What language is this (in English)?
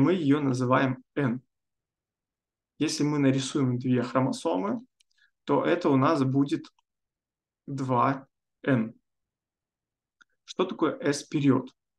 Russian